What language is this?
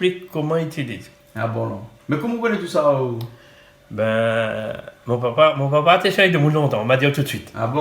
Réunion Creole French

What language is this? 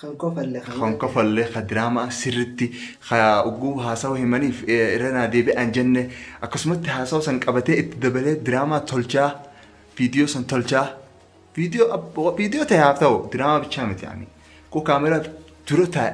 Oromo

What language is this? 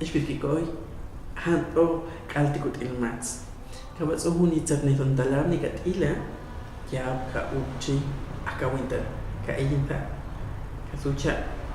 Huastec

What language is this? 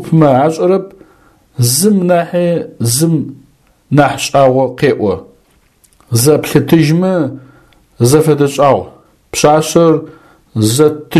Adyghe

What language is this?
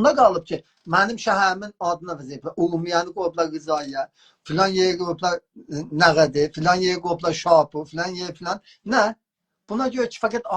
South Azerbaijani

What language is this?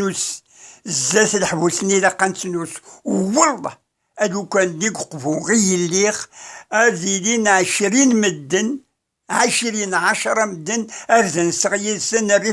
Kabyle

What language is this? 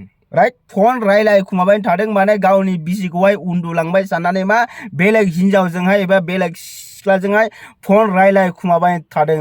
Bodo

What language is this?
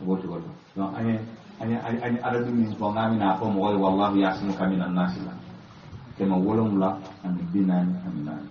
Bambara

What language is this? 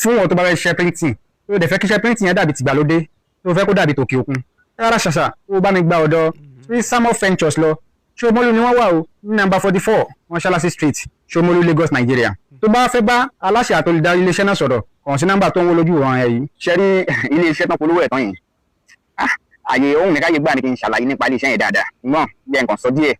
Yoruba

